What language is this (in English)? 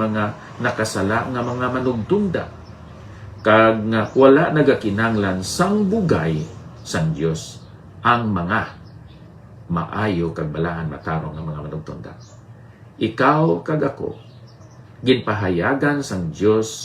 Hiligaynon